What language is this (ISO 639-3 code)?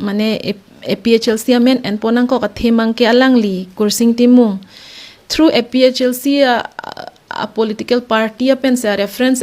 mjw